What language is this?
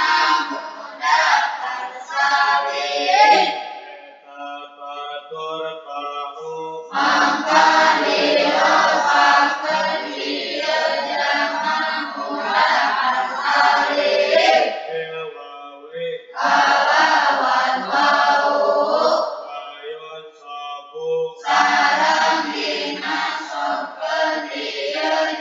Sundanese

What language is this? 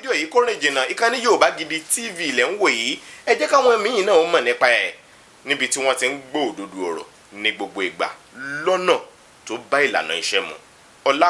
Yoruba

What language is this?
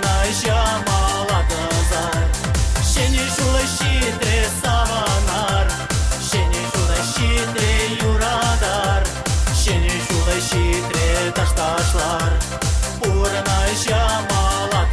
Chuvash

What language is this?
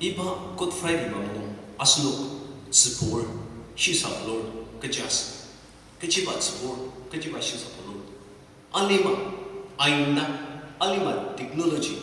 Ao Naga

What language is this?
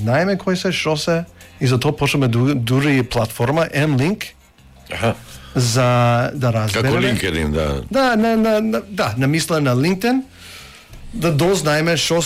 Macedonian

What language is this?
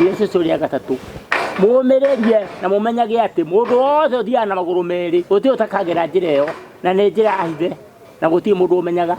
Kikuyu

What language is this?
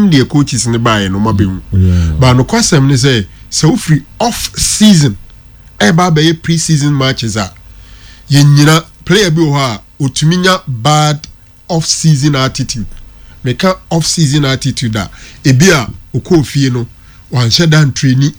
Akan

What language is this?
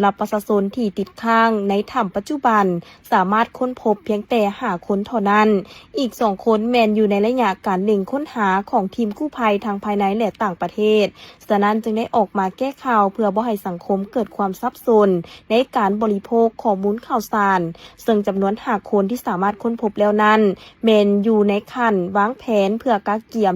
Lao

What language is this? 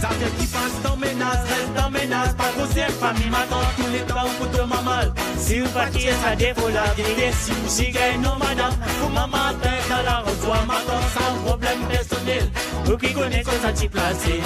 Morisyen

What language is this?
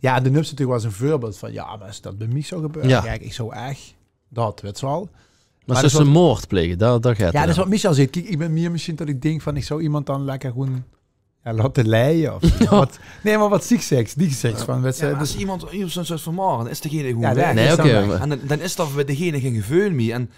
Limburgish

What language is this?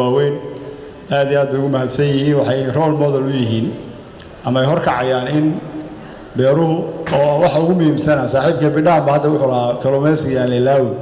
Somali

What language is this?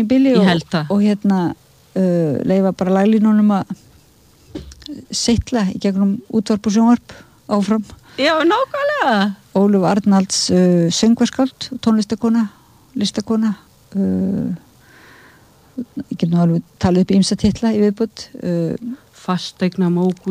Icelandic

